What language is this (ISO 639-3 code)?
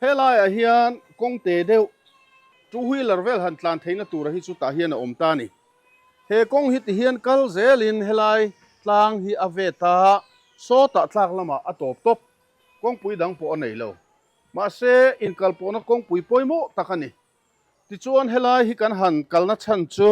lus